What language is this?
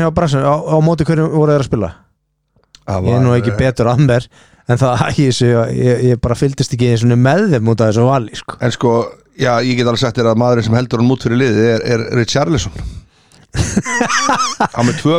Icelandic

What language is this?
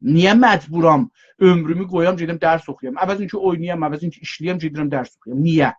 South Azerbaijani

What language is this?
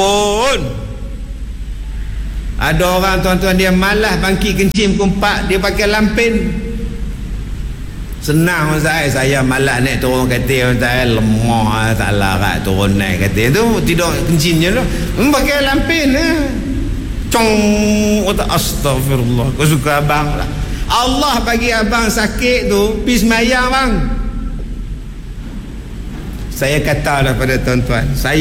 Malay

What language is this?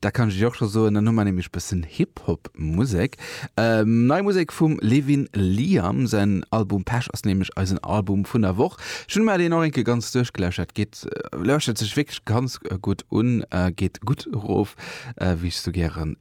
Luxembourgish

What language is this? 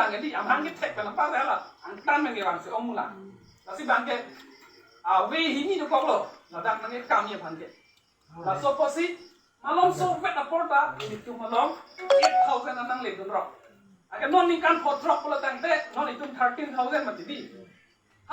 Karbi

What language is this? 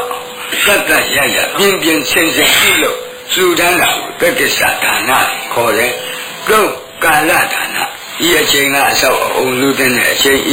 Burmese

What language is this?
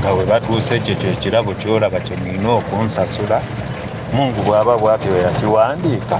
Ganda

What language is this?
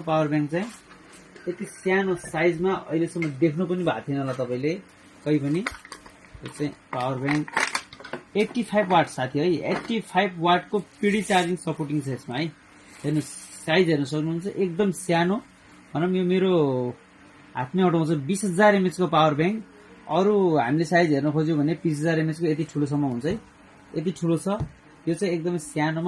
Nepali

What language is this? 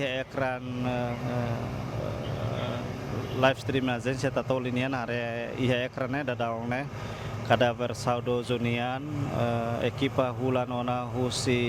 Tetum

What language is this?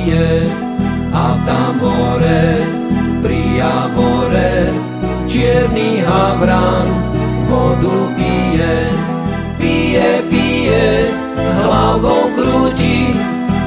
Slovak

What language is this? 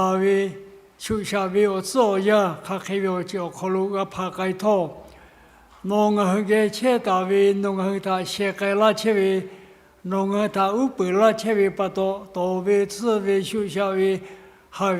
Lahu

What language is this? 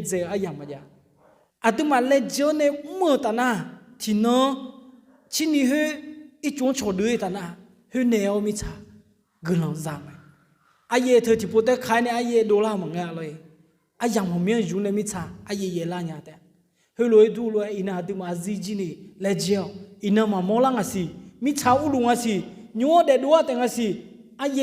Akha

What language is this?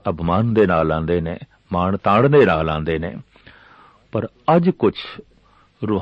Punjabi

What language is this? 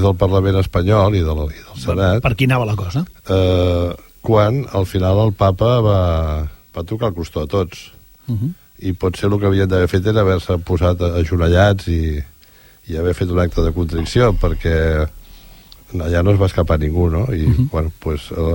Catalan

